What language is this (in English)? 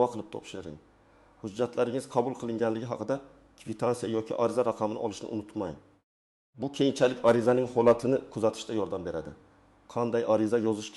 Uzbek